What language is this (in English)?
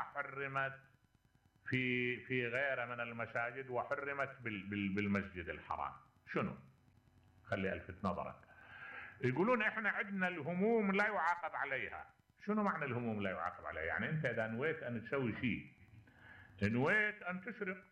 Mesopotamian Arabic